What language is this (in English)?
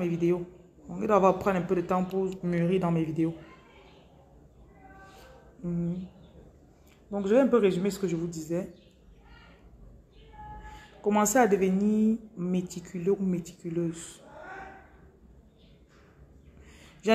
French